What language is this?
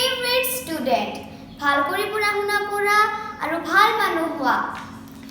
Assamese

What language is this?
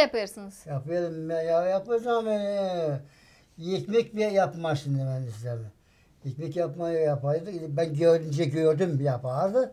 Gagauz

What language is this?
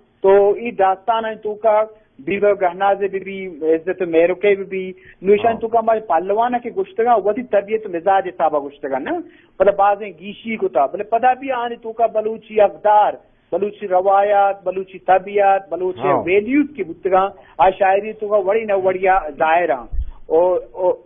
Eastern Balochi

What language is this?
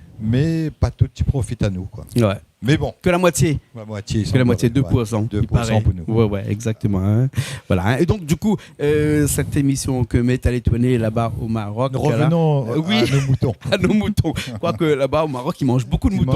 Réunion Creole French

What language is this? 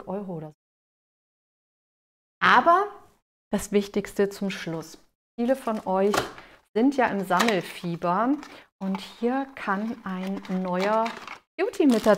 German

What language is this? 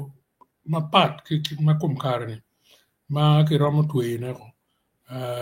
Acoli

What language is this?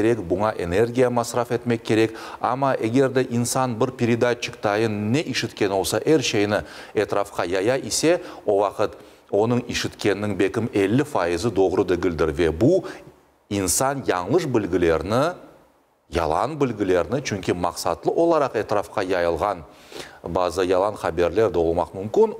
Crimean Tatar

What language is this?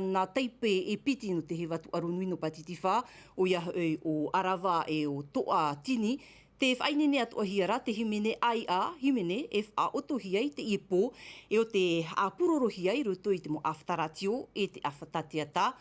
Tahitian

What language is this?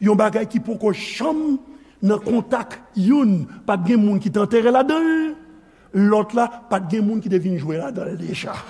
Haitian Creole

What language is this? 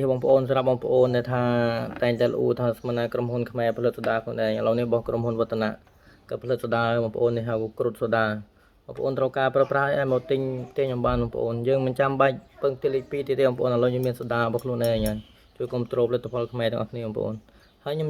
Khmer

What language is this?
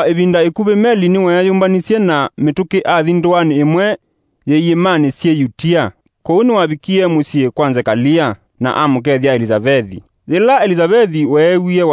Kamba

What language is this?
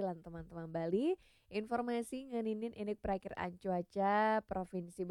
Balinese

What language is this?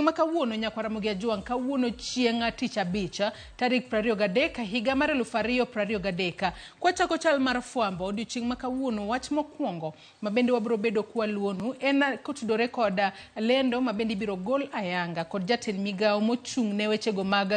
Luo (Kenya and Tanzania)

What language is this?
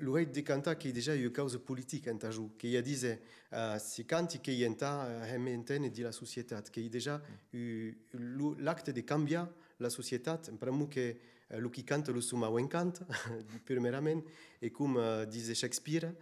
Occitan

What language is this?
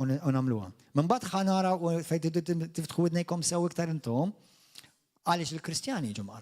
Maltese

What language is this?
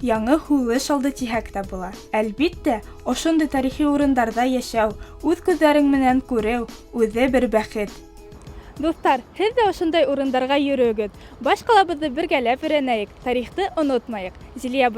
Bashkir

